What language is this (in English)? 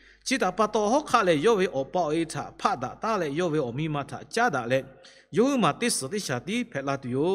Lahu